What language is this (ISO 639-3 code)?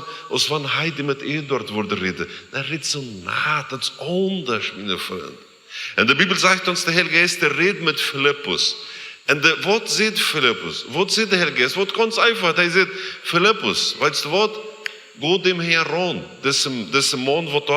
pdt